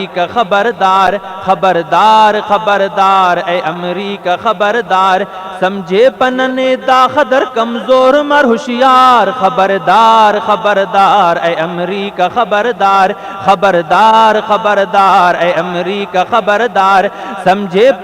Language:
Brahui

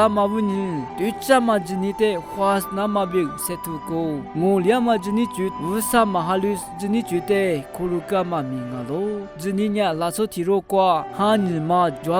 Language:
Lisu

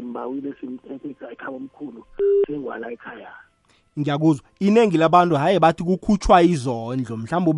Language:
South Ndebele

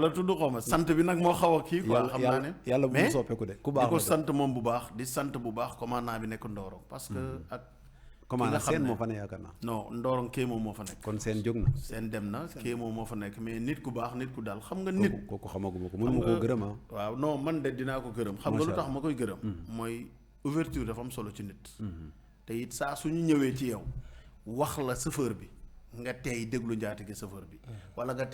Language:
Wolof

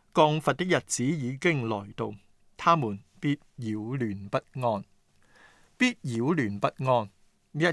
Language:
Cantonese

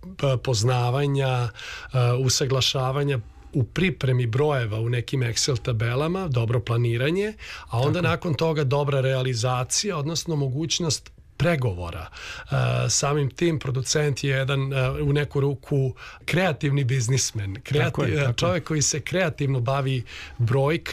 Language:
Serbian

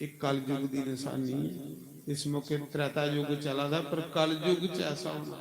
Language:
Dogri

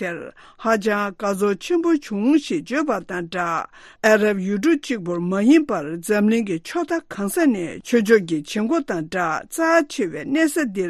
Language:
Tibetan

